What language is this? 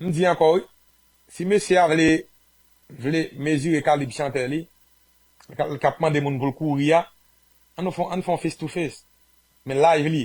Haitian Creole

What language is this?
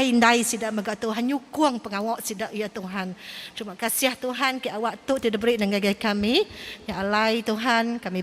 Iban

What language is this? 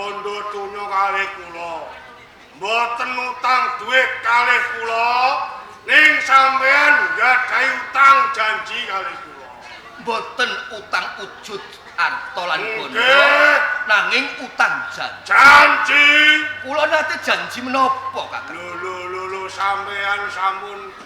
Javanese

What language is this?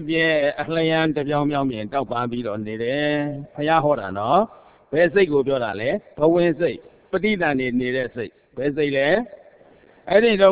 Burmese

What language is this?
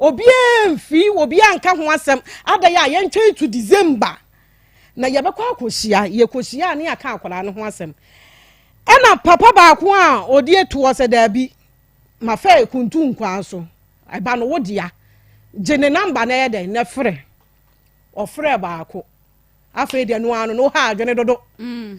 Akan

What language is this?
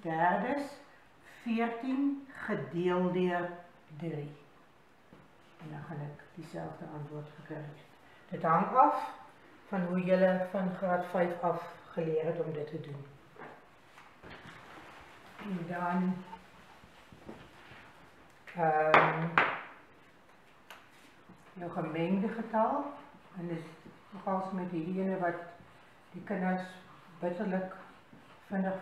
Afrikaans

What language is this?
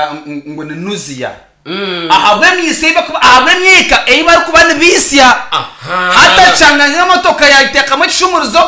Nyankole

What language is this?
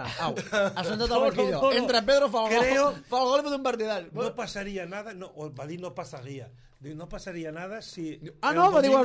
Catalan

